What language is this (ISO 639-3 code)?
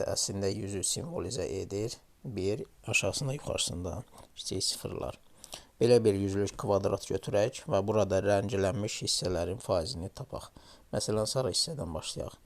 aze